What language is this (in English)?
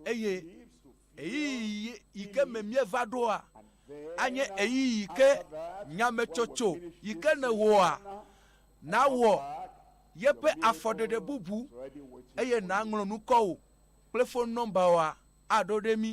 Ewe